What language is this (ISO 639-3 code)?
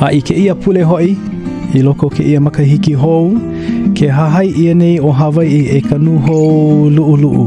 haw